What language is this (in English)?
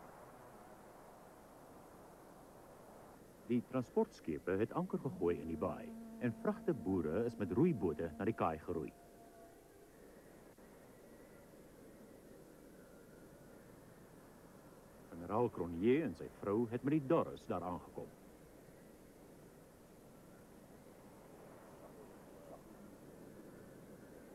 Afrikaans